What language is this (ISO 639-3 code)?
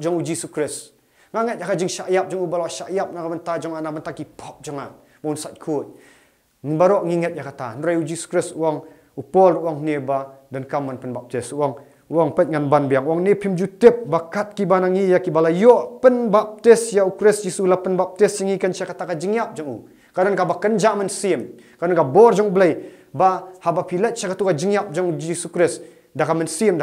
kha